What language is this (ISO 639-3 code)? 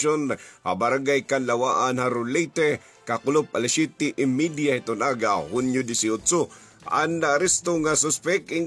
war